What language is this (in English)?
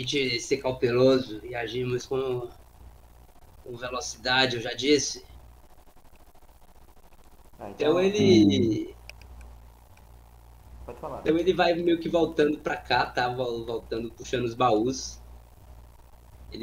Portuguese